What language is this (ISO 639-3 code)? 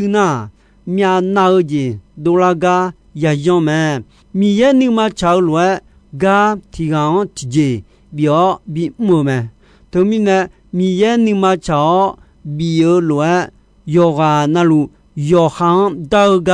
ahk